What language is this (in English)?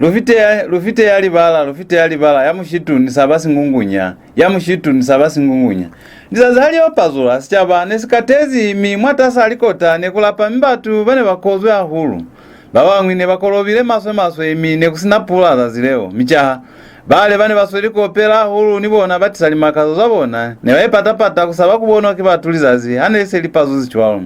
Lozi